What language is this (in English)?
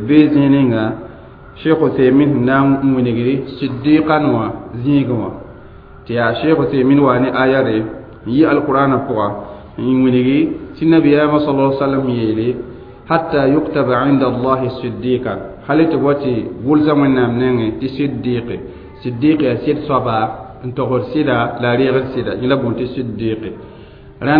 Mossi